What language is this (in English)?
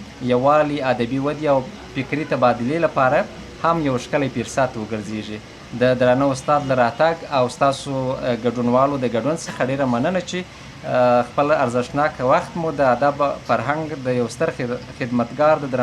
Pashto